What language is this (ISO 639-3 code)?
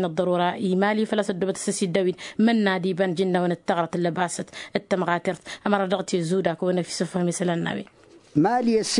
taq